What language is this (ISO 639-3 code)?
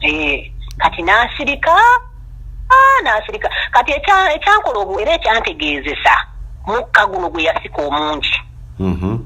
lug